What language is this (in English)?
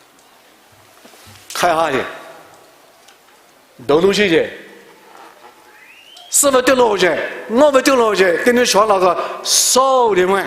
Poumei Naga